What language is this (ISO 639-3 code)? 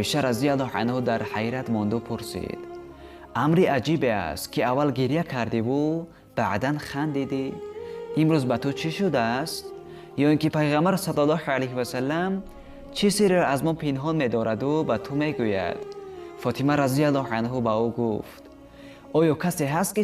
tgk